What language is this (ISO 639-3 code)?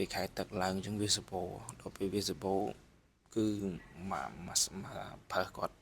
khm